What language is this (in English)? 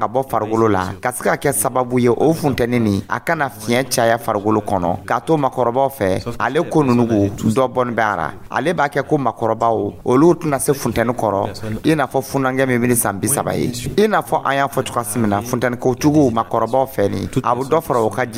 Dyula